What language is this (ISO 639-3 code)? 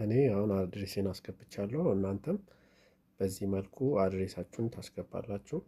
amh